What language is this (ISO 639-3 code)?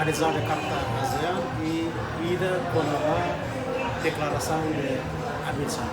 tet